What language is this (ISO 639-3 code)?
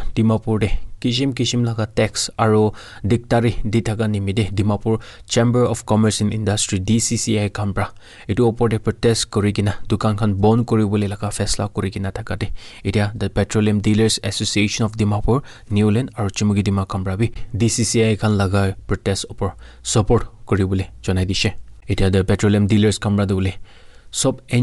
nag